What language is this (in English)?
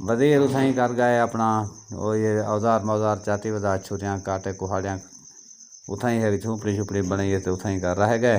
Saraiki